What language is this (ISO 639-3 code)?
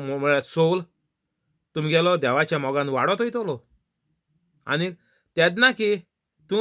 kok